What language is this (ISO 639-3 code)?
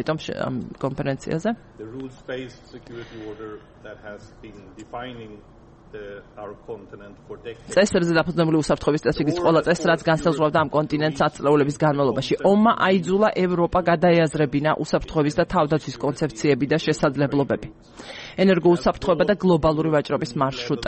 kat